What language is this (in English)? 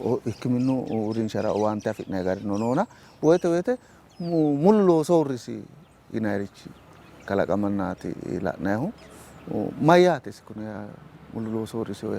Sidamo